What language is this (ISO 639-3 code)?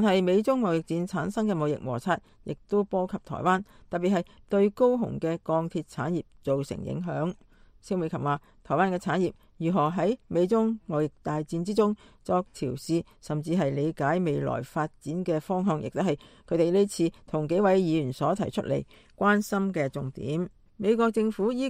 yue